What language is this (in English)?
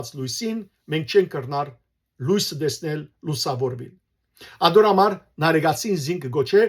Western Armenian